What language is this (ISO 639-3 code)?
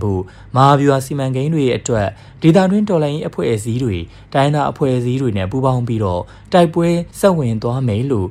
mya